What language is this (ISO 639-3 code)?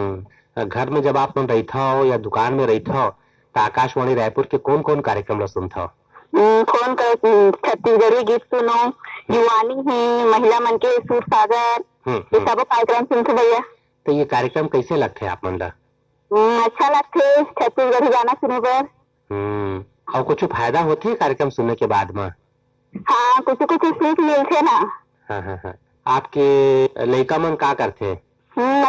hne